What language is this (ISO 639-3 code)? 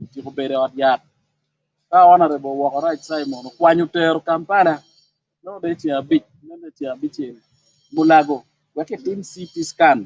ach